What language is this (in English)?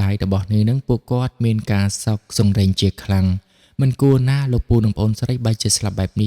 Khmer